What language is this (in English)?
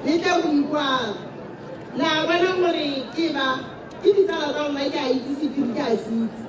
Tswana